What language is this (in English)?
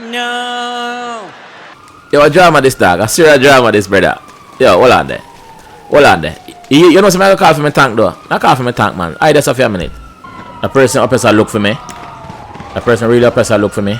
Jamaican Creole English